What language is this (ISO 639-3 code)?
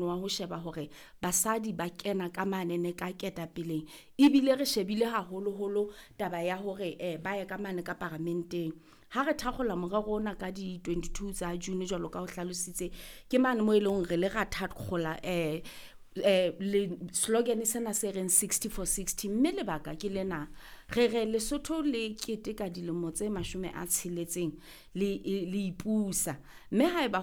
sot